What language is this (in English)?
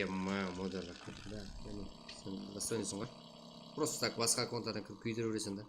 Kara-Kalpak